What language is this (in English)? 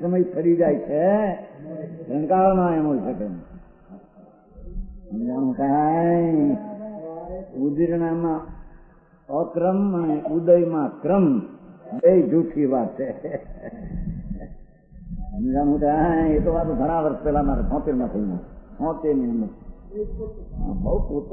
Gujarati